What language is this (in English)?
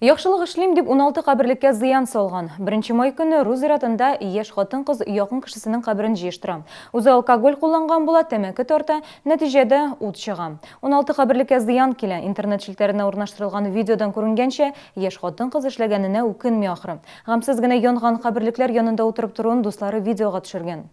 Tatar